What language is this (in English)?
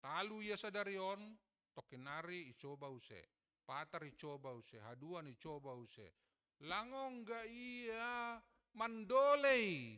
Batak Simalungun